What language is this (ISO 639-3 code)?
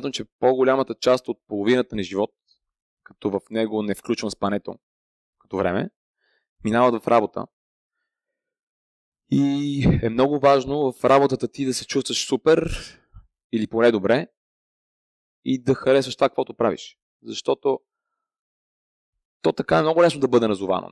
bul